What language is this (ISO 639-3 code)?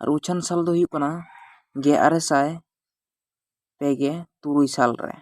sat